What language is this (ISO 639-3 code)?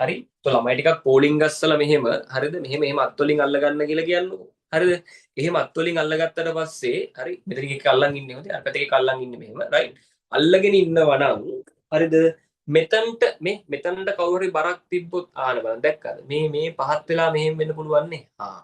sin